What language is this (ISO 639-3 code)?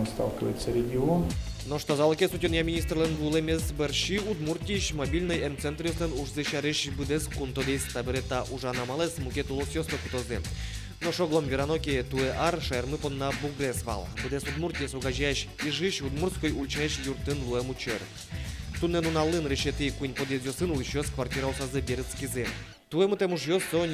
udm